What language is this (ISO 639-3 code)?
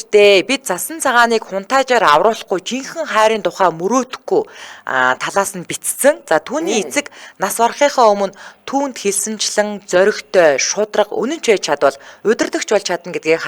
mon